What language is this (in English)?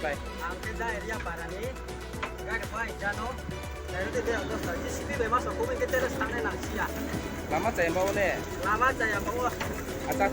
Riang (India)